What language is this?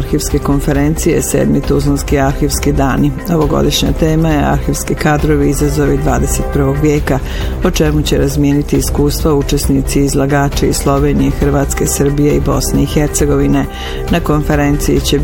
Bosnian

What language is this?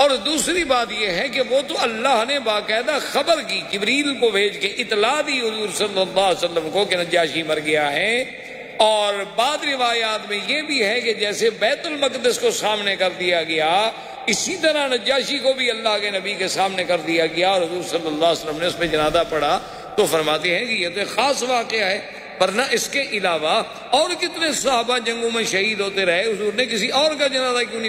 Urdu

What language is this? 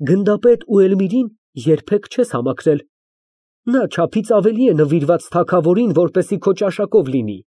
Armenian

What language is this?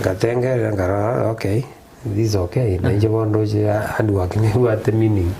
Gusii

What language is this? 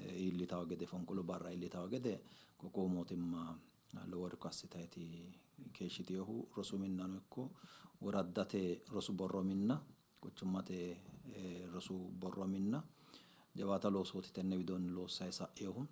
Sidamo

